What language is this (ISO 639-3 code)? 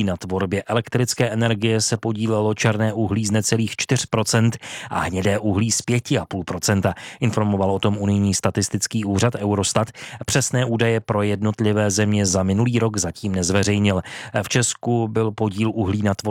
ces